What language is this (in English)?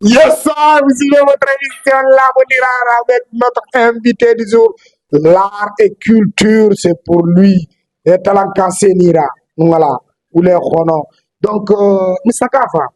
Fula